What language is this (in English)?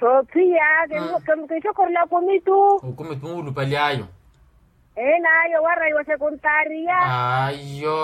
Makhuwa